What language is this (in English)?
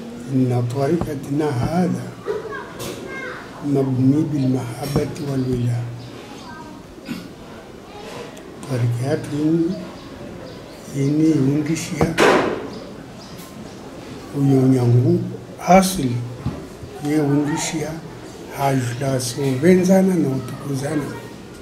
Swahili